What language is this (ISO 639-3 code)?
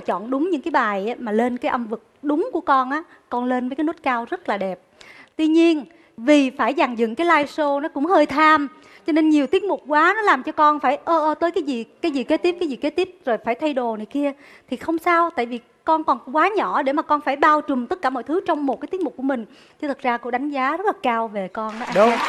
vie